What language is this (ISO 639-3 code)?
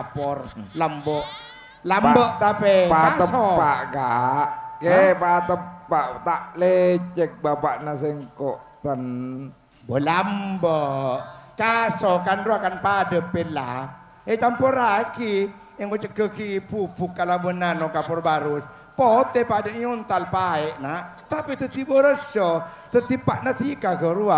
mad